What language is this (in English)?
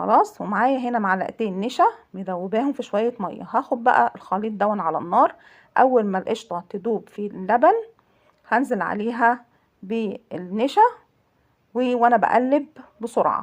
Egyptian Arabic